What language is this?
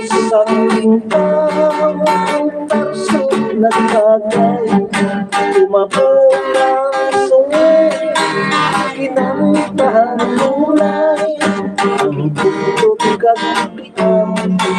Hiligaynon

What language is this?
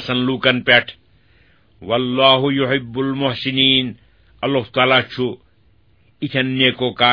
Kashmiri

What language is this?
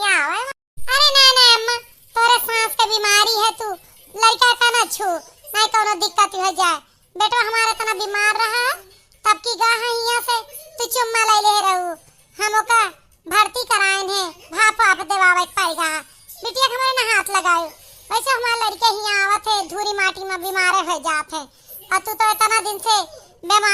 Awadhi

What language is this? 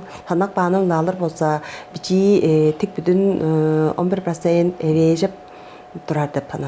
Tuvinian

